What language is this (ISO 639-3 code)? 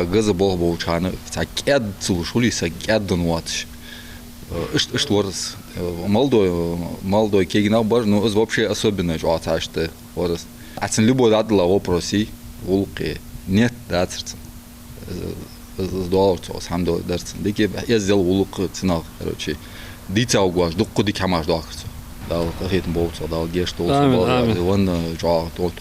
inh